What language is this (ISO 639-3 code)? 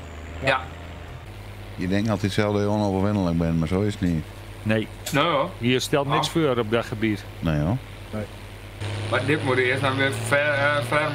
nld